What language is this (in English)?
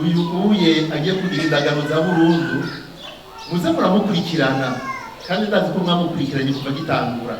Rundi